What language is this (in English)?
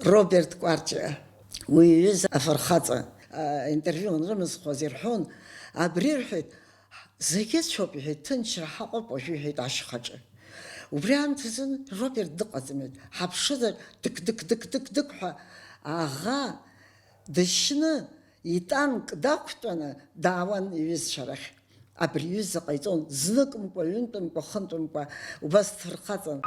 Abkhazian